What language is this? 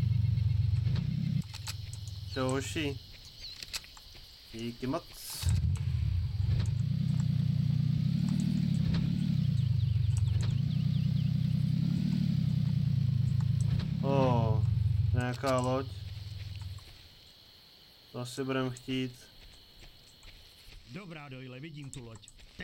Czech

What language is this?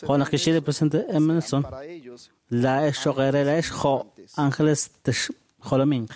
Kekchí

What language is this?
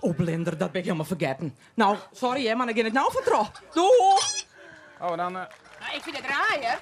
Western Frisian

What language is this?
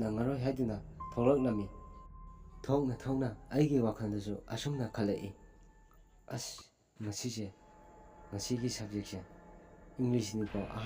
Manipuri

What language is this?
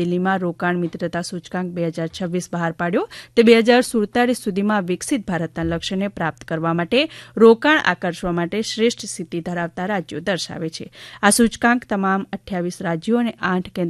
Gujarati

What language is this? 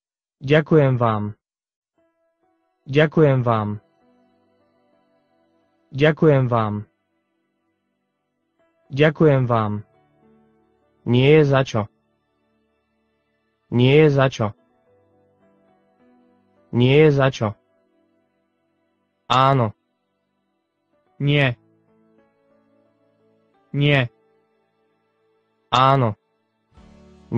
Slovak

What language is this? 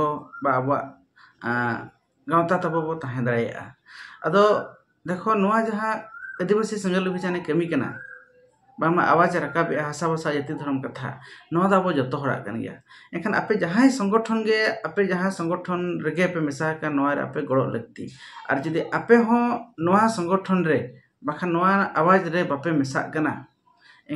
Santali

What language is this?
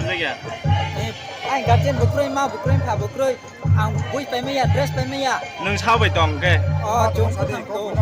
Riang (India)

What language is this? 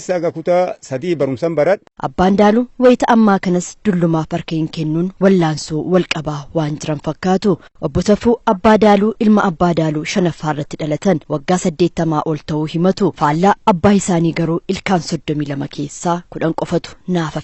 Oromo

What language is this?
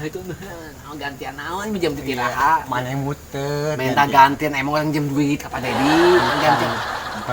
Sundanese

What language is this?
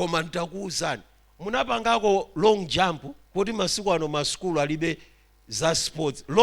Nyanja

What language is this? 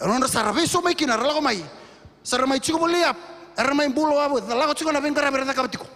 Fijian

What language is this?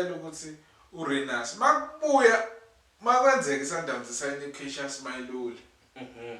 Zulu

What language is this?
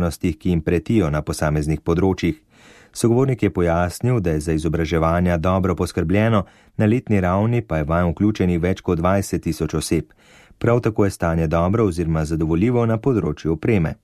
Slovenian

